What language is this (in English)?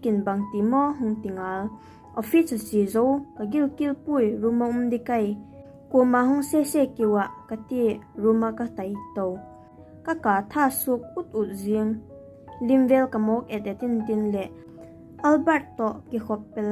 Vaiphei